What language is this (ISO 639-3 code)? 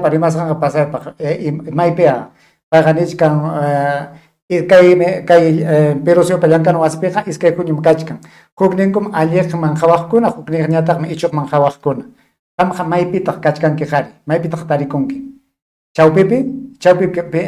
quy